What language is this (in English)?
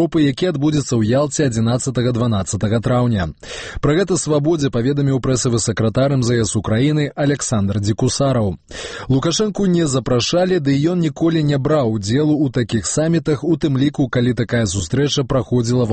Belarusian